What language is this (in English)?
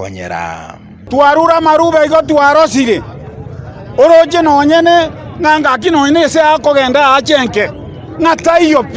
Gusii